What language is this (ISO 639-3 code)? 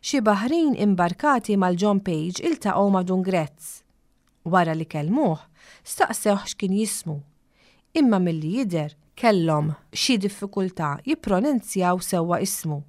mlt